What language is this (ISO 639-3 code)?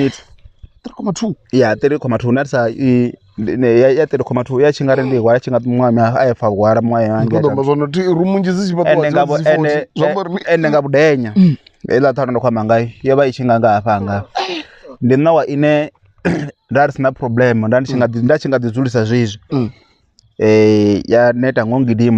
ven